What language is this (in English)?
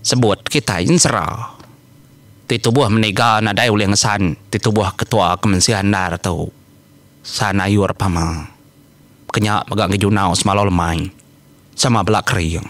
Iban